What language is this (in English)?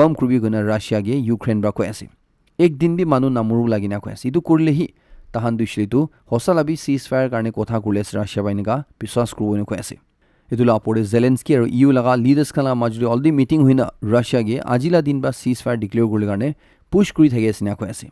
Naga Pidgin